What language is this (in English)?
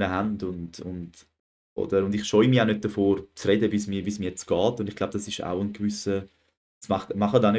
Swiss German